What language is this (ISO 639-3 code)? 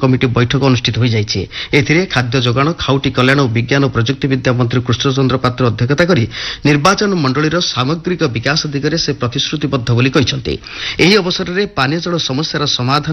ori